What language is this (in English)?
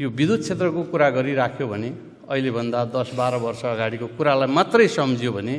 Nepali